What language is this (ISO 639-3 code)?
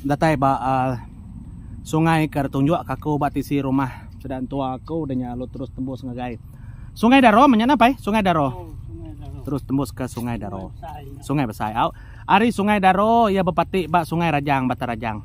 iba